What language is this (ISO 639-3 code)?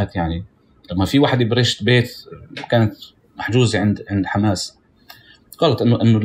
apc